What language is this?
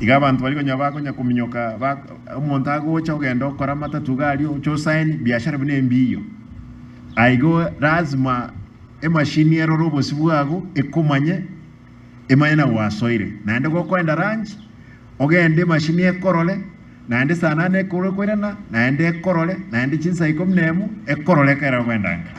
Gusii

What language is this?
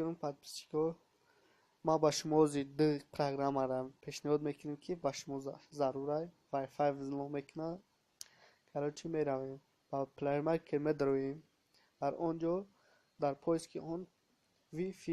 Tajik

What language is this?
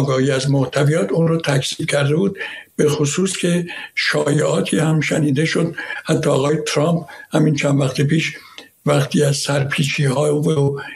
Persian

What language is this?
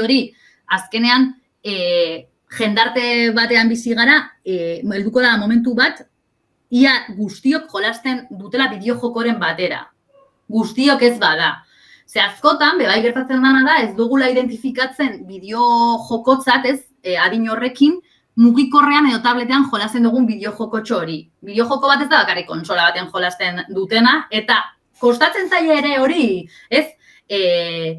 Basque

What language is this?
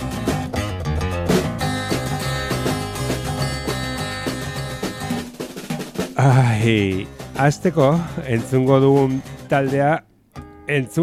Basque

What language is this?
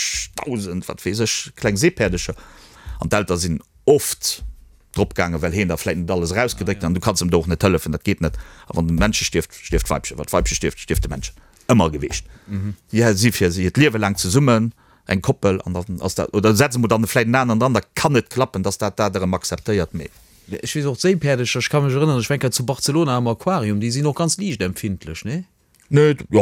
Luxembourgish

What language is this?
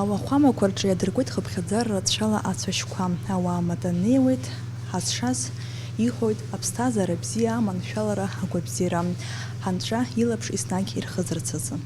Abkhazian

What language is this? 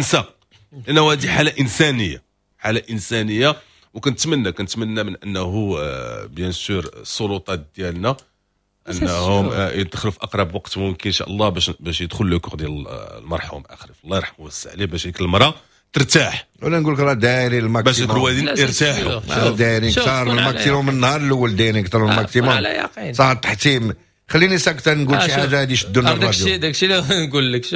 Moroccan Arabic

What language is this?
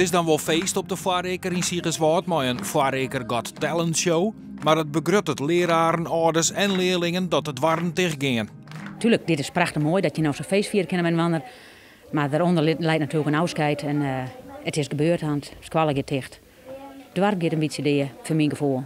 Western Frisian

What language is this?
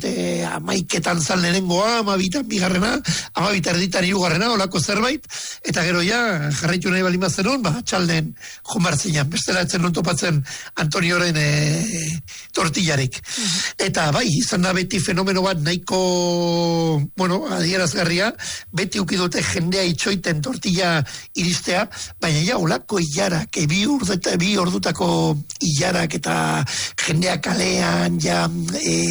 Basque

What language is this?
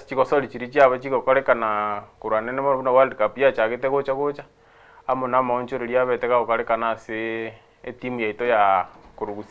Gusii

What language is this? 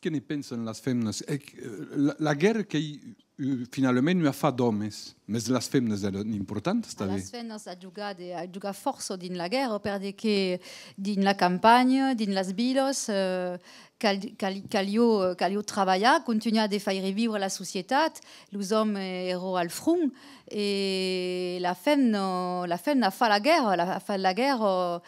Occitan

